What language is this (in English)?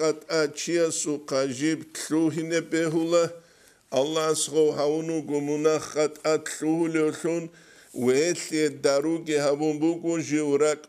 Avaric